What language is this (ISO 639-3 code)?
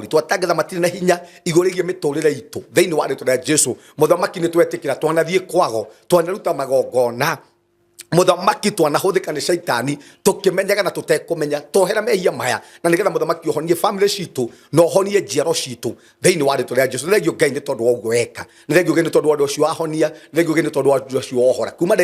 kik